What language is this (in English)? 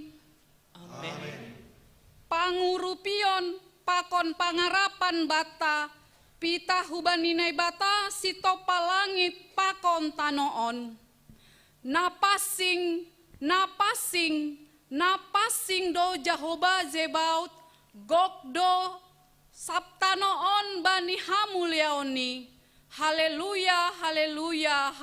Batak Simalungun